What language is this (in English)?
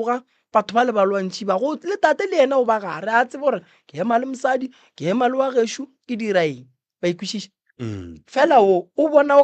Northern Sotho